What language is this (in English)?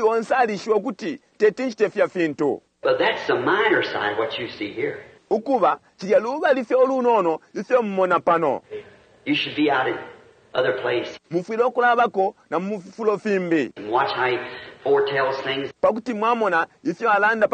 Bemba